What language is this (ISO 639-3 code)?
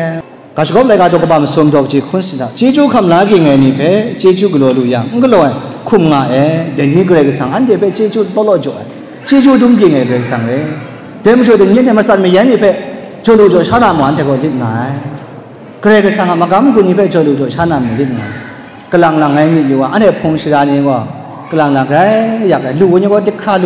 kac